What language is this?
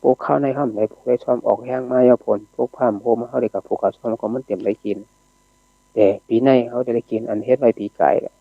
Shan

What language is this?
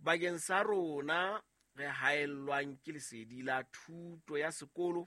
Southern Sotho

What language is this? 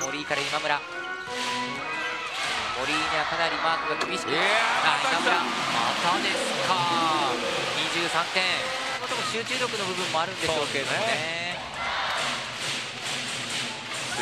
Japanese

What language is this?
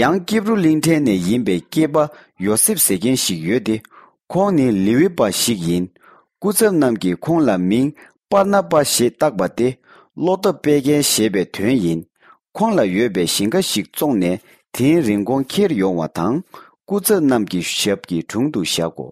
Tibetan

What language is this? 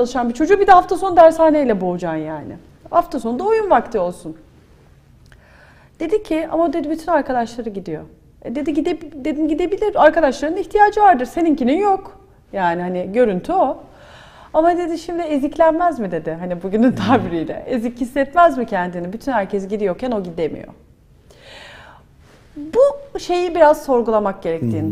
Turkish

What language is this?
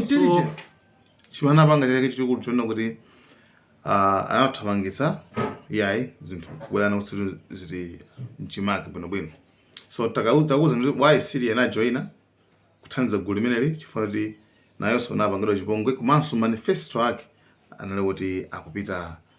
Nyanja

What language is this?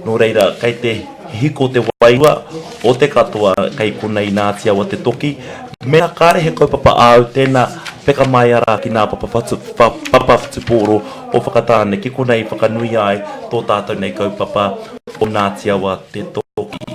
Māori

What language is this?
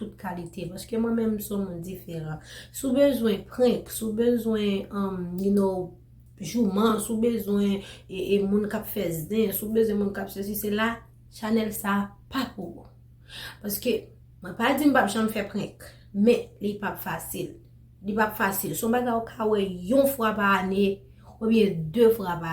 Haitian Creole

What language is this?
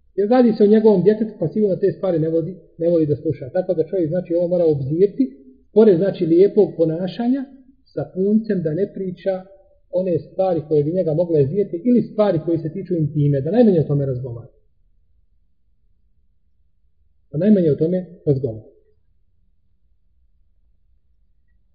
Bosnian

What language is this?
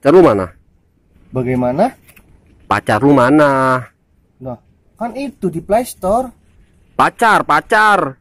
Betawi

